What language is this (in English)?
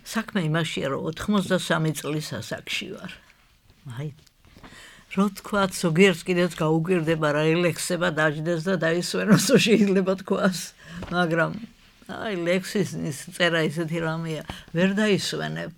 Georgian